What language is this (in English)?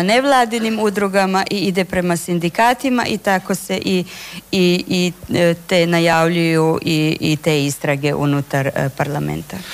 Croatian